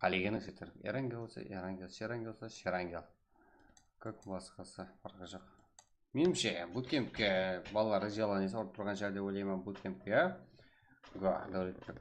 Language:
Kara-Kalpak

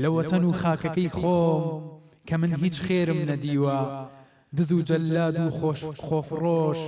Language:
Central Kurdish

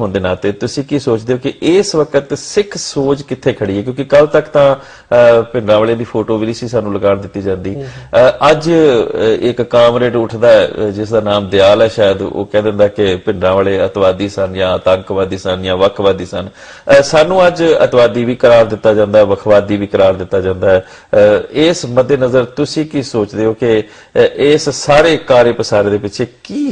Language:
Punjabi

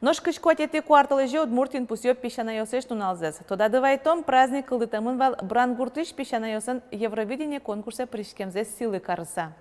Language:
Udmurt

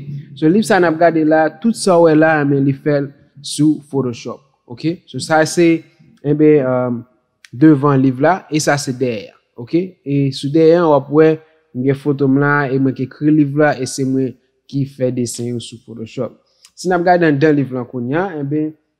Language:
Haitian Creole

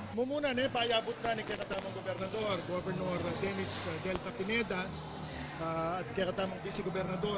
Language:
Pampanga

